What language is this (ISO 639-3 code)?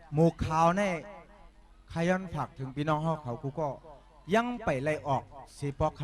shn